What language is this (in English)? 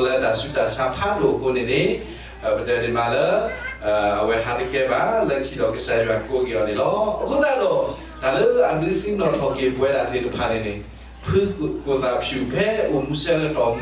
S'gaw Karen